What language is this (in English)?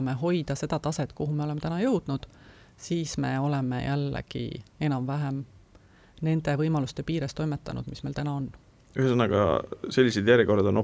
Estonian